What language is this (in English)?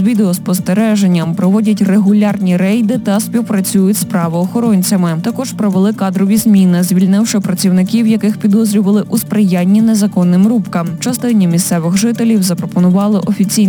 Ukrainian